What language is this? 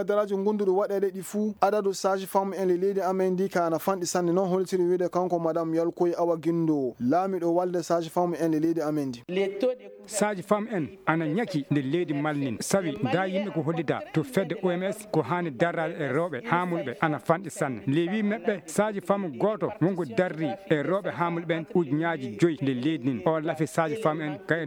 Fula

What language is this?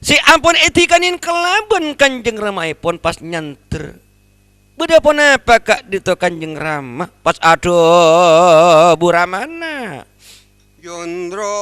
Madurese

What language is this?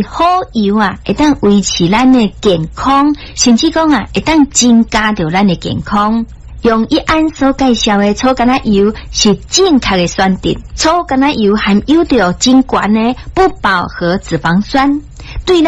Min Nan Chinese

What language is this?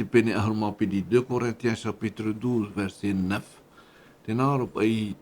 Tahitian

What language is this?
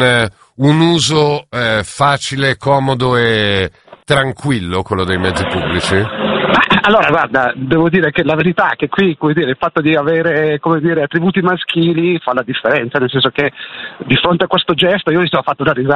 Italian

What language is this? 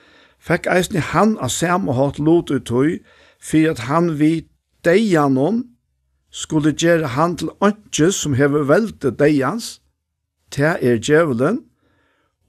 Faroese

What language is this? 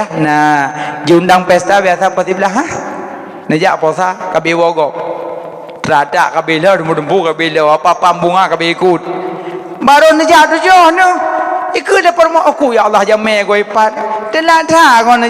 Achinese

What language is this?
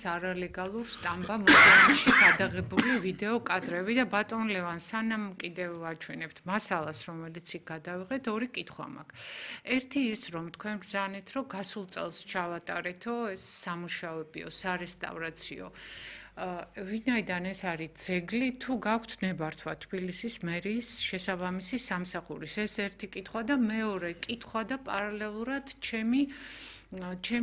Georgian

